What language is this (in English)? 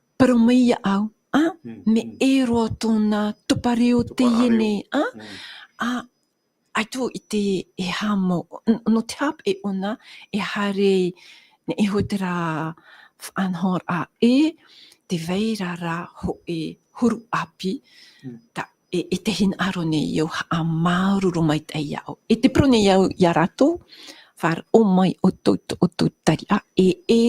Tahitian